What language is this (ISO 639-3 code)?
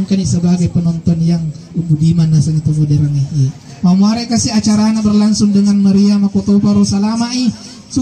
bug